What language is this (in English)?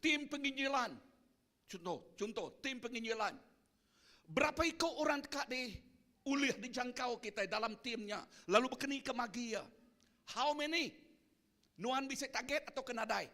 Iban